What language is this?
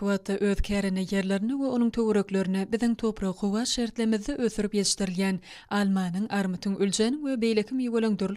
Turkmen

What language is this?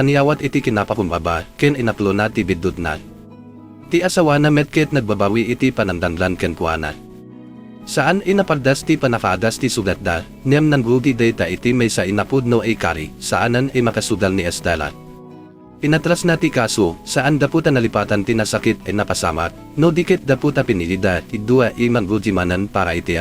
Iloko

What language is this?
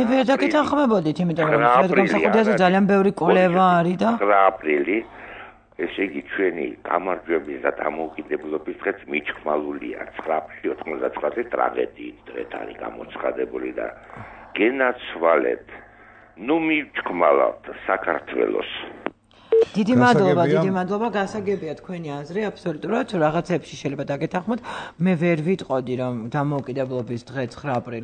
Georgian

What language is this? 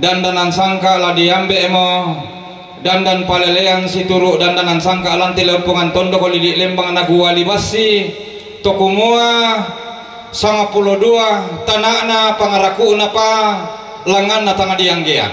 Toraja-Sa'dan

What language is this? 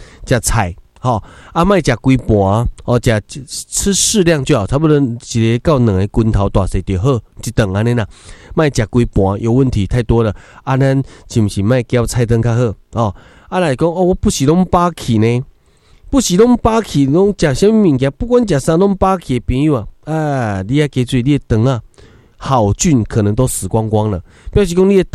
Min Nan Chinese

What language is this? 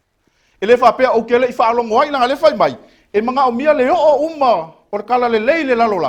Samoan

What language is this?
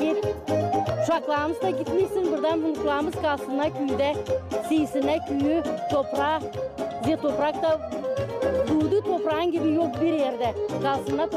Gagauz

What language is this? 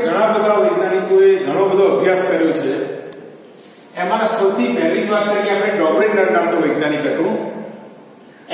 Gujarati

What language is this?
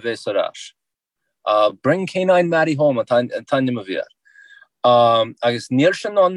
Irish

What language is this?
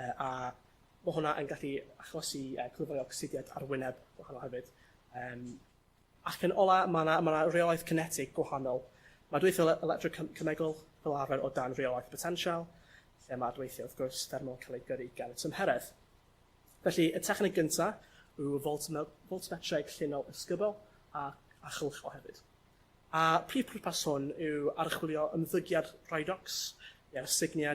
Welsh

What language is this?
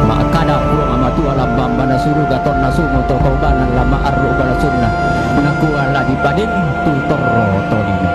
Toraja-Sa'dan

